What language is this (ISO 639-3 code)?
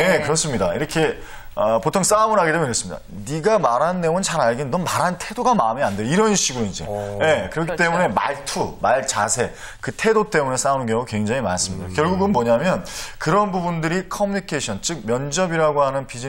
kor